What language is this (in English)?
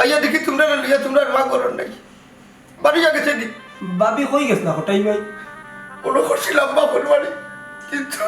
Sylheti